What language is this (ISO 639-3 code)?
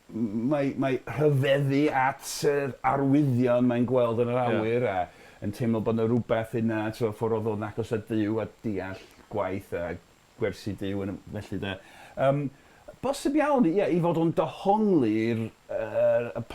cym